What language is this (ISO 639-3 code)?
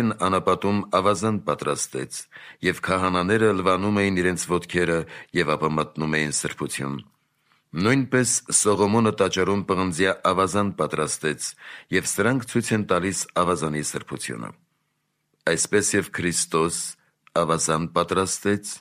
hye